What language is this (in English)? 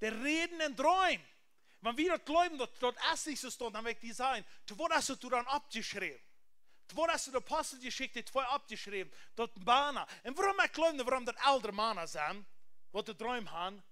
Plautdietsch